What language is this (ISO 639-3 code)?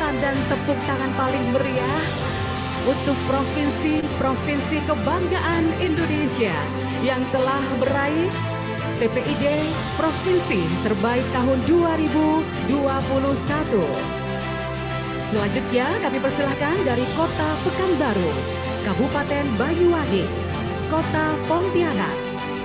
ind